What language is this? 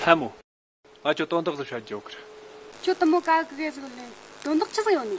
Tibetan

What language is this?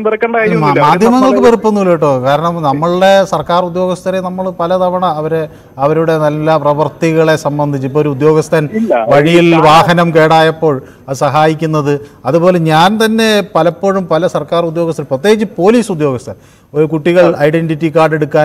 Malayalam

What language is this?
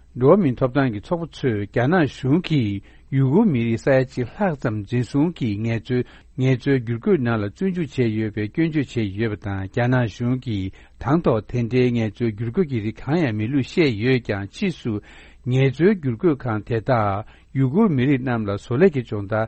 Tibetan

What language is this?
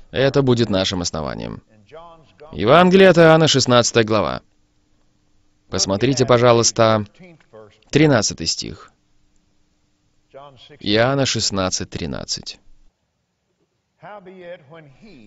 Russian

